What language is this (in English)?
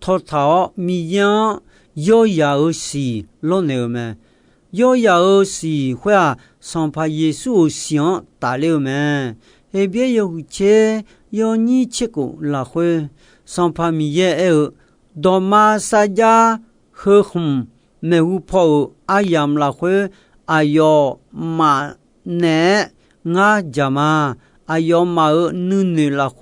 Akha